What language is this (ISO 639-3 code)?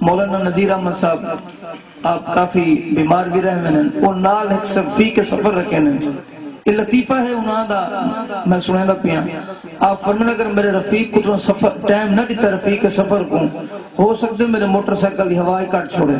skr